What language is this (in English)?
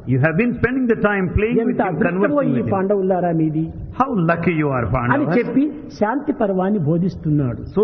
Telugu